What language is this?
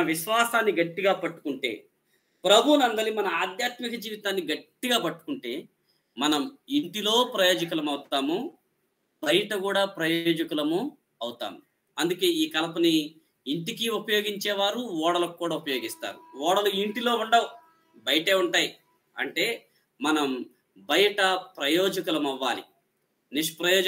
Telugu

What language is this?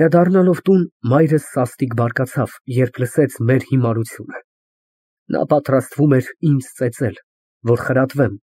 Armenian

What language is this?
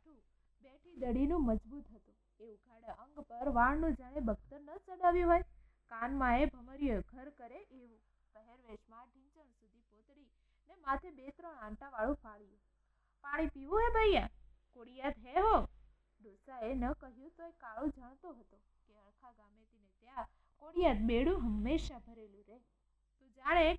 Gujarati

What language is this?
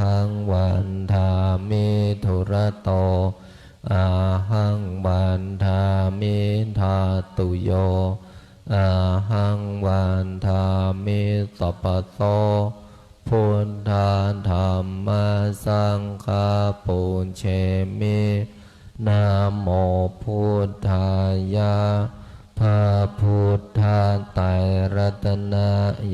Pali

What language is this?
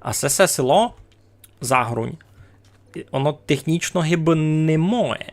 Rusyn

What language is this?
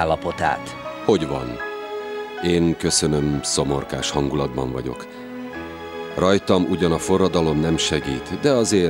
Hungarian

